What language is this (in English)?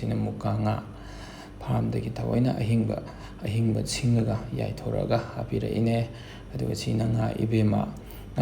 Manipuri